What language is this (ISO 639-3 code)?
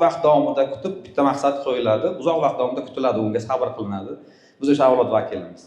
uzb